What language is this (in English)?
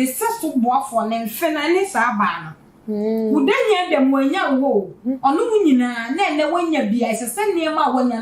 Akan